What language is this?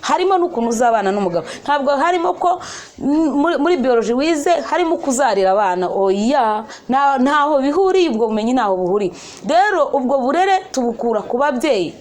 Kinyarwanda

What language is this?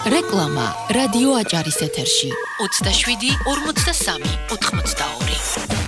Georgian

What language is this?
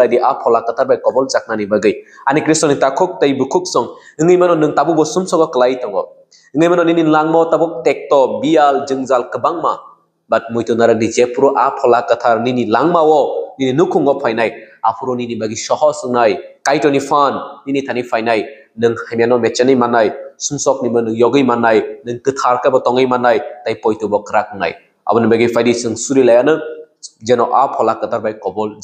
Kok Borok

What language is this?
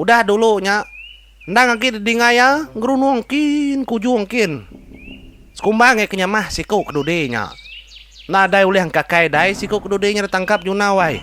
Iban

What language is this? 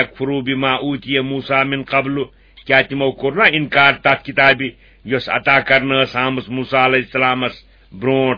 Kashmiri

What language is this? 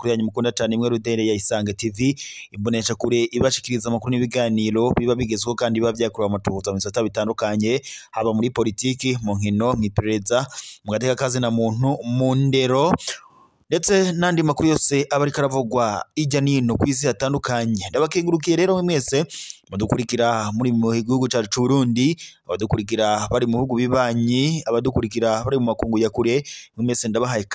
Rundi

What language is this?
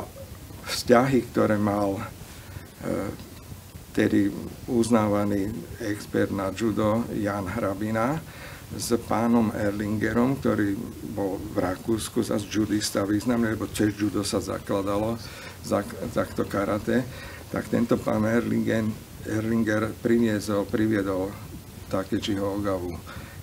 Slovak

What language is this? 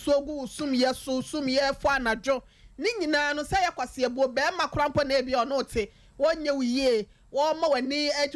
Akan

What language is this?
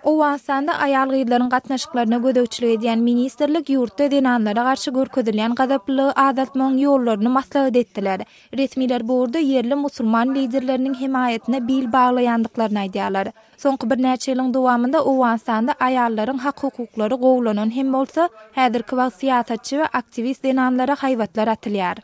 Turkmen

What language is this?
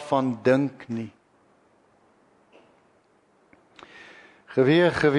Afrikaans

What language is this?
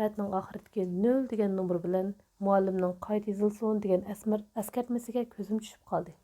Uyghur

